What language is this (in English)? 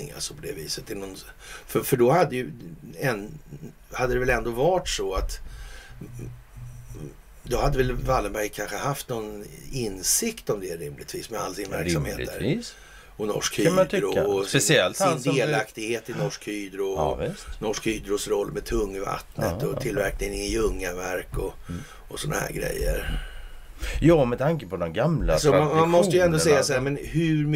Swedish